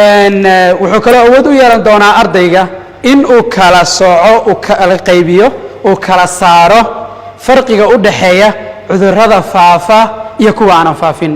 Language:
Somali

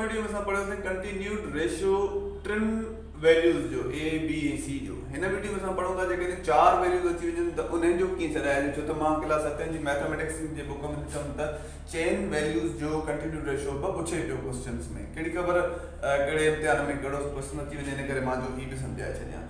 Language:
Sindhi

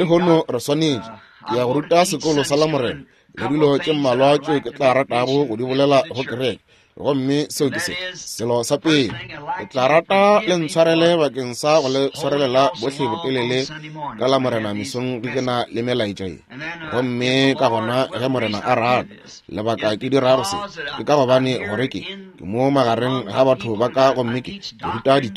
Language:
Northern Sotho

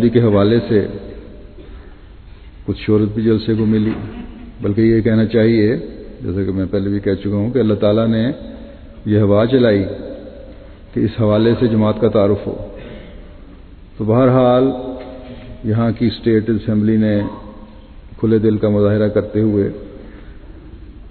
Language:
Urdu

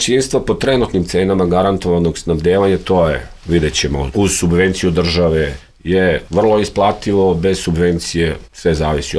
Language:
Serbian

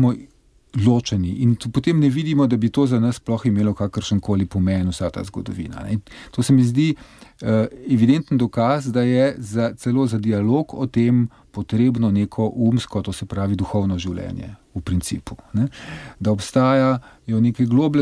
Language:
Slovenian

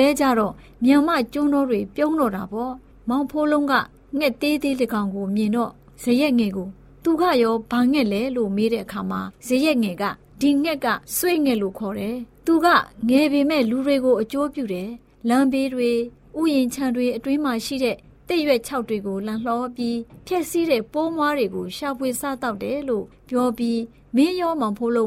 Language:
Burmese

